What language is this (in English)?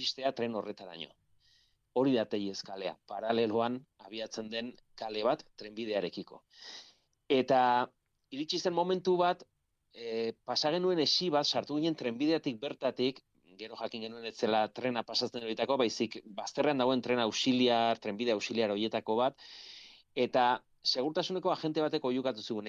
Basque